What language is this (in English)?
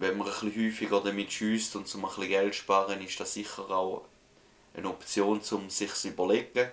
Swiss German